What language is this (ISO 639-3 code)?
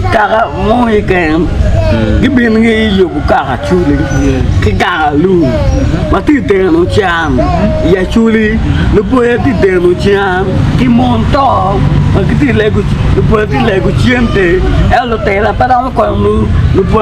ach